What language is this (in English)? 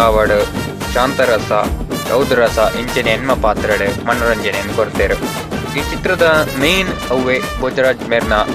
Tulu